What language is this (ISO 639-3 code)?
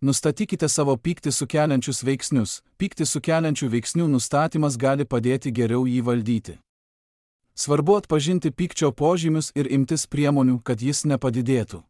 lit